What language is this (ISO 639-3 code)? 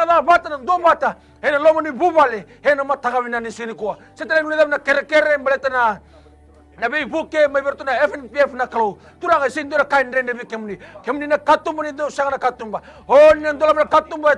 fij